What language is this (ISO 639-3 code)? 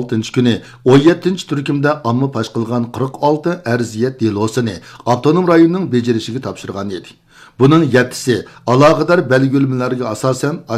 uig